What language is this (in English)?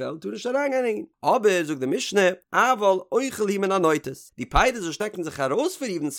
Yiddish